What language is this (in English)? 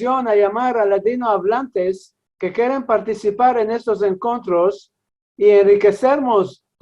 Ladino